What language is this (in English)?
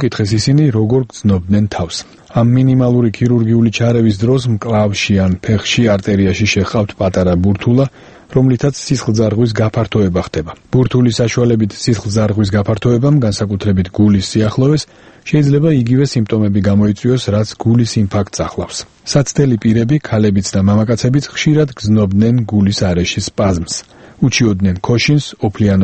Georgian